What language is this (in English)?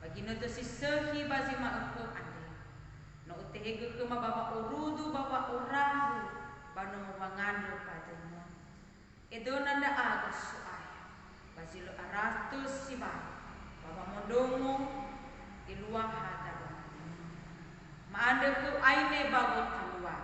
Nias